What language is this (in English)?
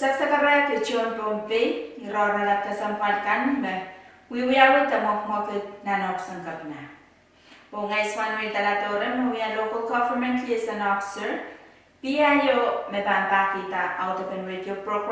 Pohnpeian